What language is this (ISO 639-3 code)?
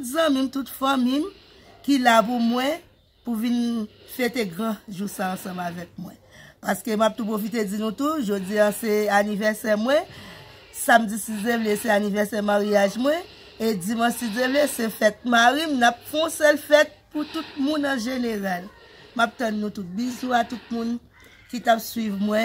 hat